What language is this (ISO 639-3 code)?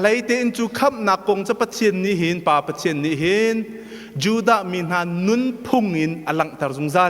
cnh